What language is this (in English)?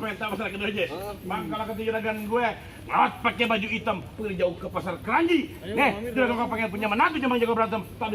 Betawi